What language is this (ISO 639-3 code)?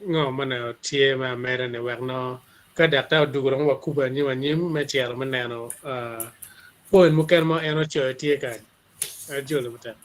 ach